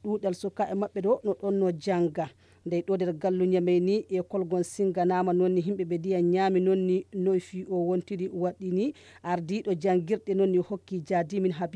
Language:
Nigerian Fulfulde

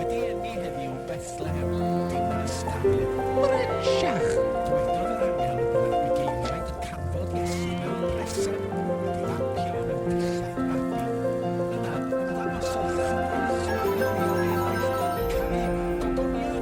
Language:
Welsh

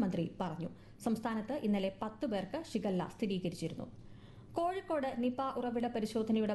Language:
Malayalam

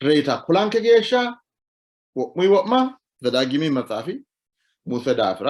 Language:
Sidamo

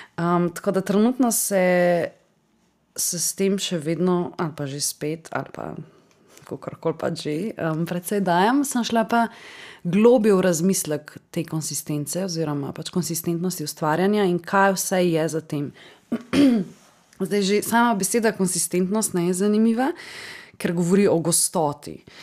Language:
Slovenian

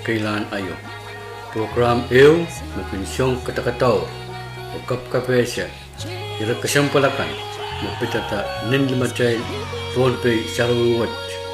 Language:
Pohnpeian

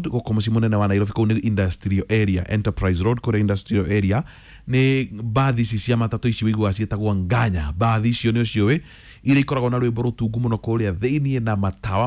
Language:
Kikuyu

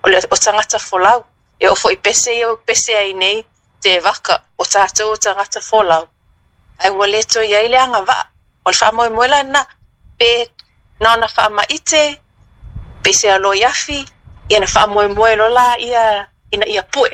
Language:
Samoan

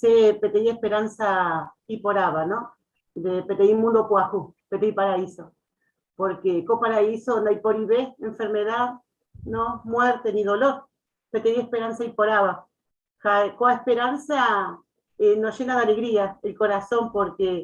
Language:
Guarani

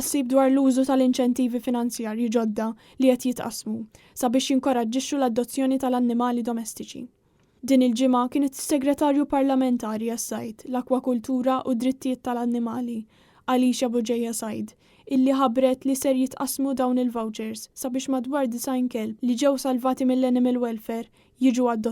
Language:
Maltese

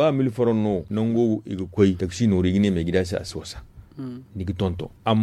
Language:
Zarma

